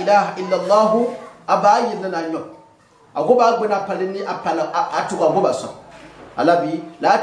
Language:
Gourmanchéma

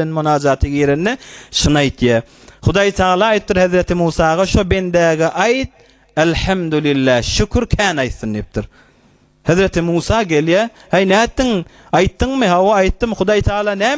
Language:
Turkmen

